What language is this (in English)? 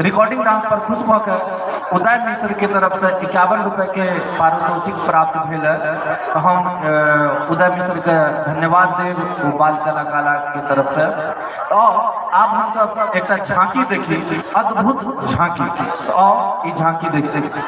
Maithili